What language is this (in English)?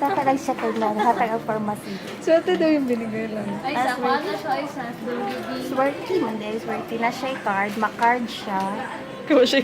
Cebuano